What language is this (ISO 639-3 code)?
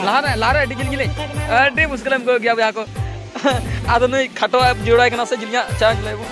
sat